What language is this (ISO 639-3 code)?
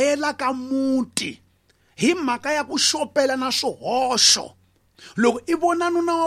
tso